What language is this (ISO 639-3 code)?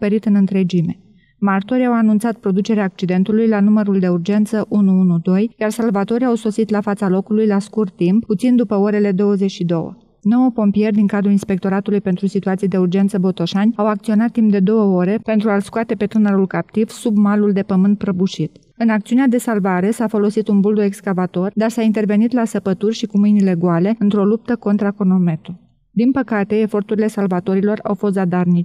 ron